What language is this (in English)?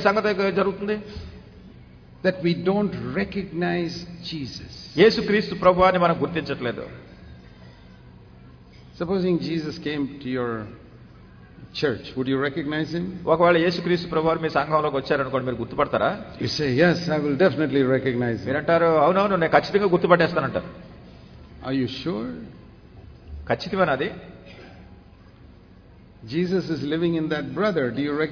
Telugu